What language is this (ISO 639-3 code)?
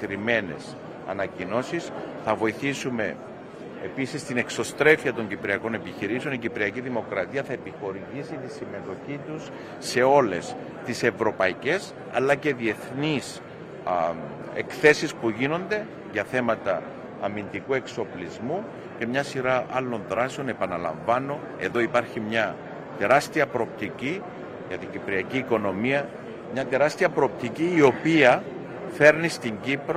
ell